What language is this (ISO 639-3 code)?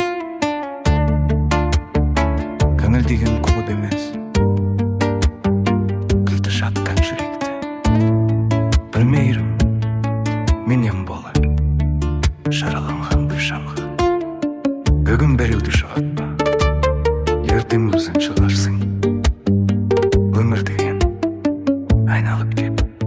kaz